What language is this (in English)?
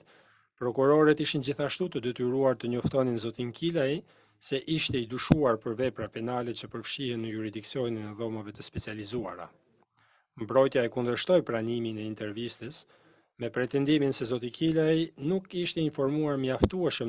Albanian